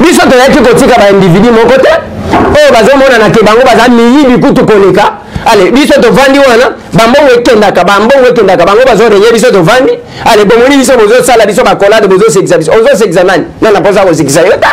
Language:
Lingala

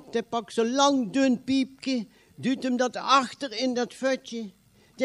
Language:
Limburgish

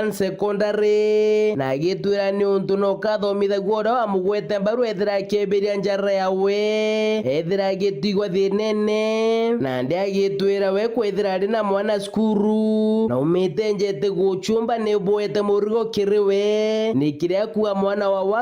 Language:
Meru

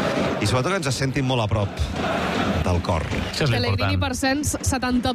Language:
Catalan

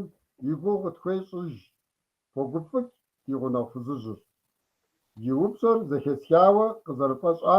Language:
Kabardian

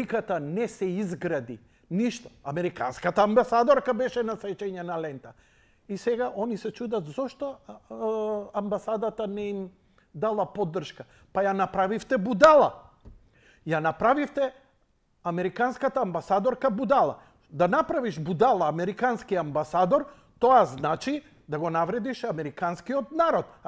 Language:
Macedonian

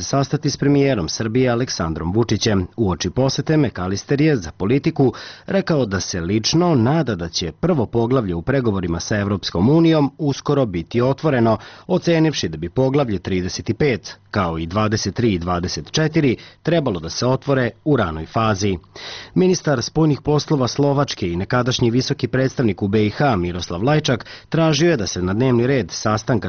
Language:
Serbian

